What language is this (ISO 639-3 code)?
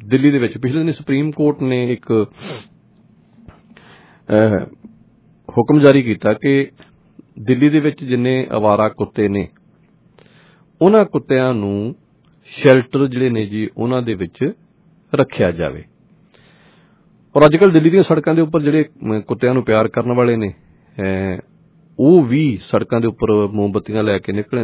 pan